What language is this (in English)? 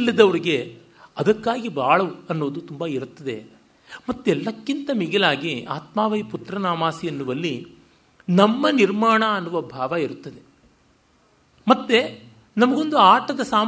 Kannada